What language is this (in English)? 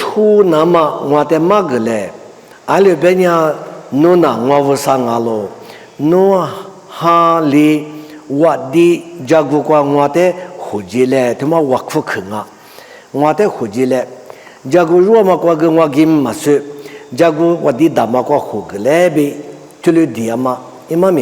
Lisu